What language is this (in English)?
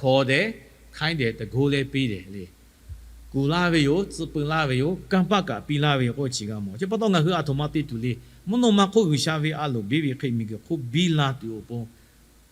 Lahu